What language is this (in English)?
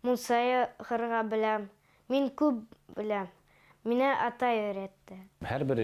Bashkir